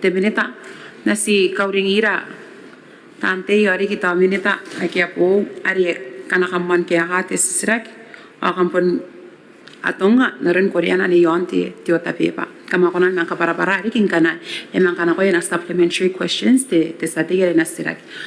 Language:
Gilbertese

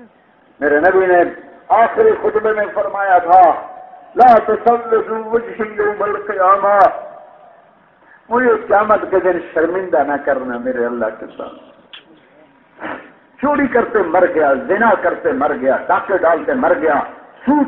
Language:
Urdu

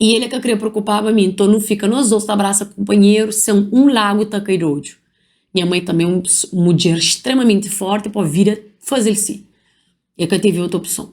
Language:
Kabuverdianu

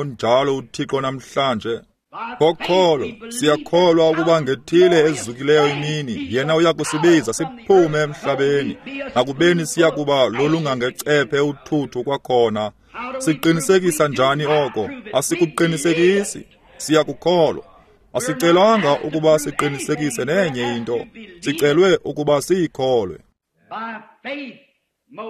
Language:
Xhosa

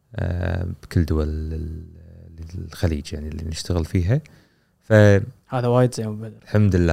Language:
Gulf Arabic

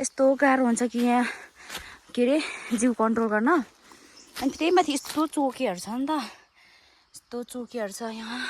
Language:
Nepali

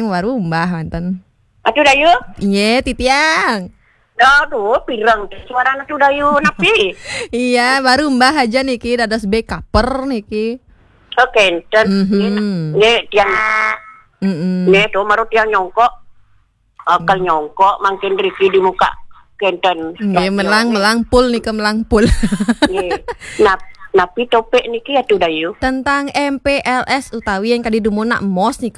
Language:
Balinese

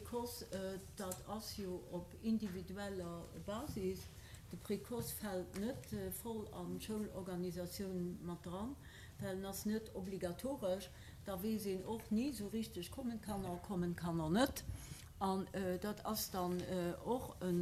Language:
Luxembourgish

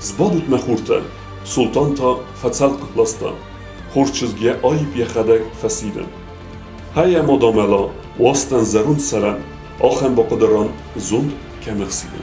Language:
Ossetic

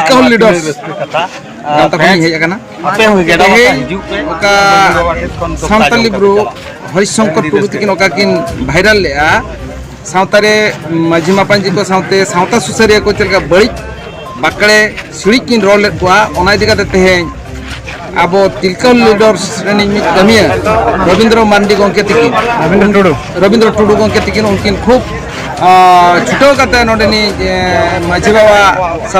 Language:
Santali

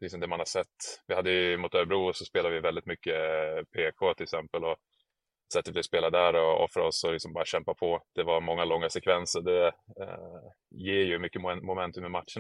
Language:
Swedish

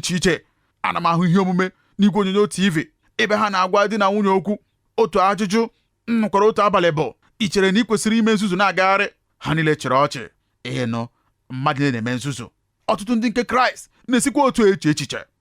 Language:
Igbo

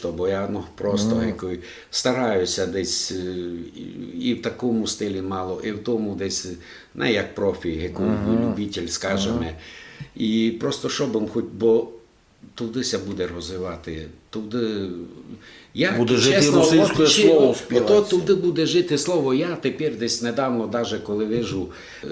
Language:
Rusyn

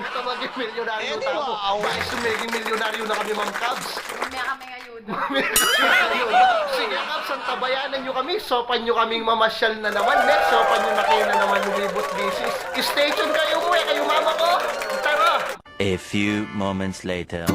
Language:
Pampanga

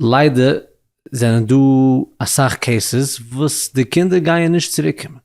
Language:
Yiddish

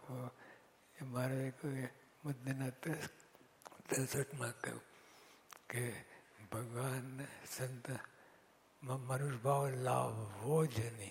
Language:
Gujarati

